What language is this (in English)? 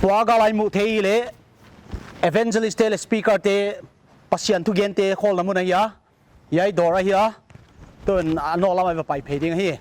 Paite Chin